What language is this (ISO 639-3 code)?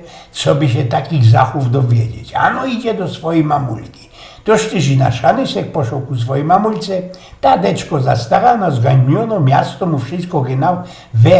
szl